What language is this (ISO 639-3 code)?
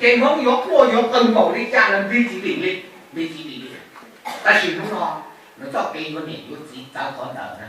hmn